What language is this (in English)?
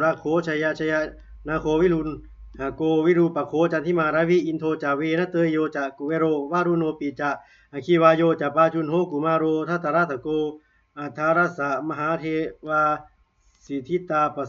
Pali